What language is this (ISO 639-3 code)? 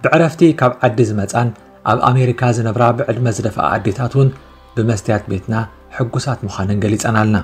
tir